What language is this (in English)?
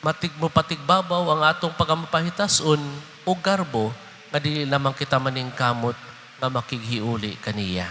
Cebuano